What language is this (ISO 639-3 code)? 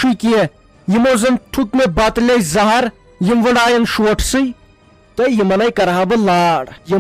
kas